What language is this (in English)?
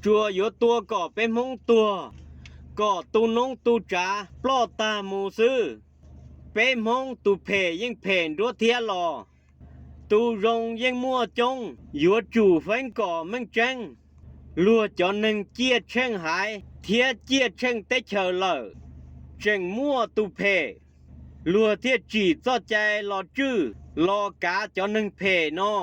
Hmong